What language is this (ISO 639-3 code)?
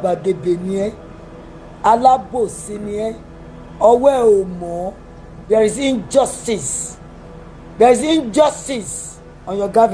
yor